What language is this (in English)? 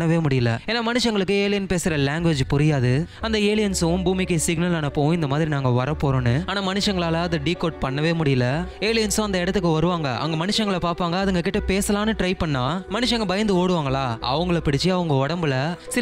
Tamil